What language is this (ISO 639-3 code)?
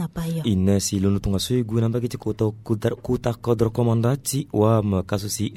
sag